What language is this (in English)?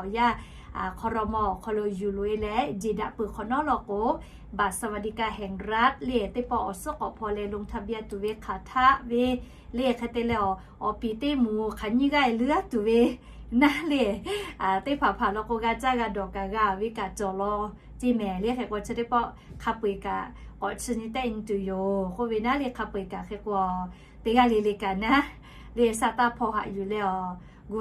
Lahu